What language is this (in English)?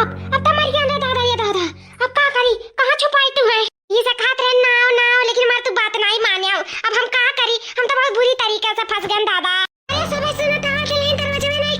Awadhi